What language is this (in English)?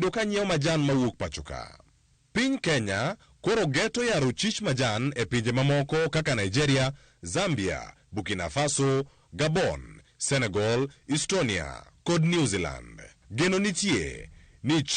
Luo (Kenya and Tanzania)